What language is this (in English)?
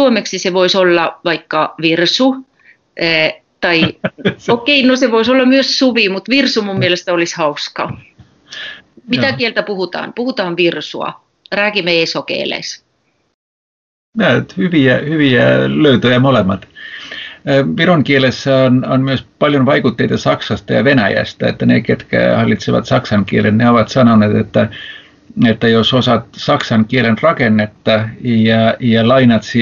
Finnish